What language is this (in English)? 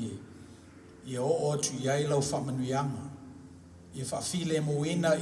Samoan